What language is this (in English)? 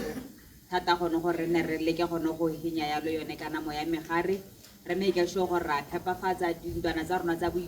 Tswana